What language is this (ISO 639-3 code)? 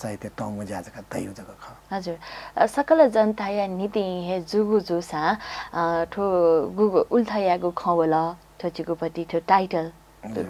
new